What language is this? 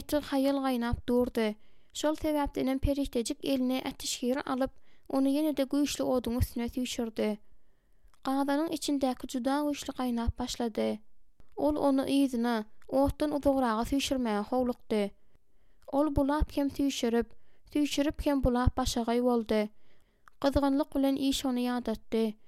Turkmen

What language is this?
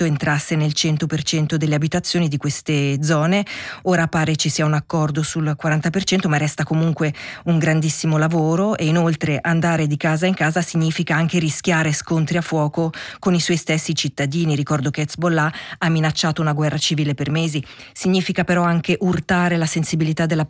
Italian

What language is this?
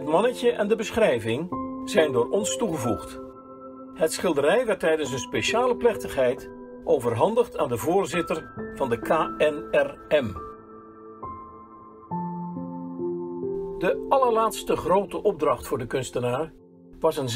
Dutch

